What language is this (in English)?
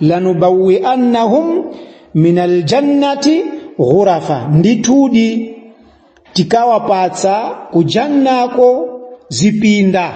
Nyanja